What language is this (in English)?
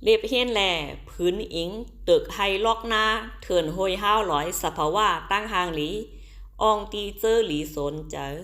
Shan